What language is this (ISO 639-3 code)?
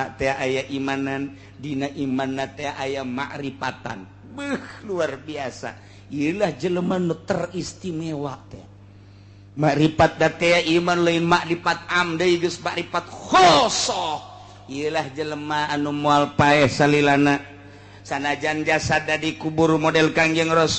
sun